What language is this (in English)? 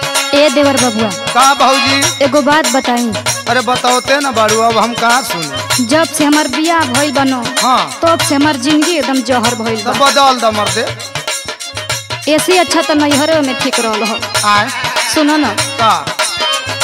Bhojpuri